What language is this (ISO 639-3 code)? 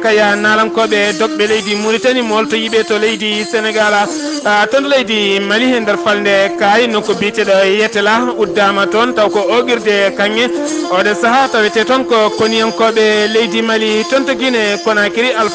ful